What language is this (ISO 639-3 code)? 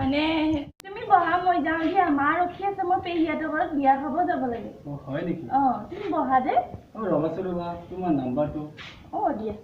asm